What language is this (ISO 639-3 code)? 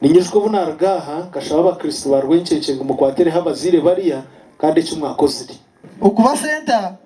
nyn